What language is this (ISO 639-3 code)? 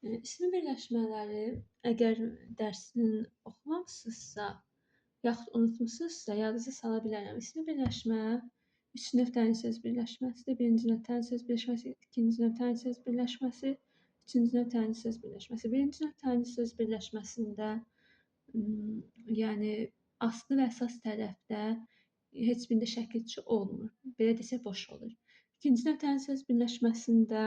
aze